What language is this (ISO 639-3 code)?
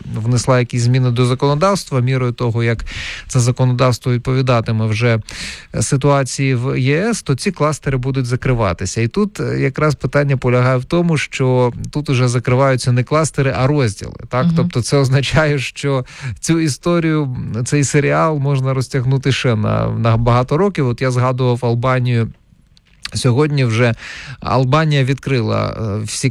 ukr